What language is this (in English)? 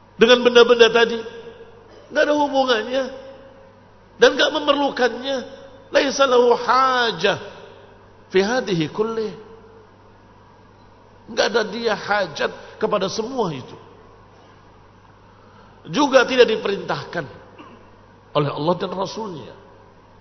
Indonesian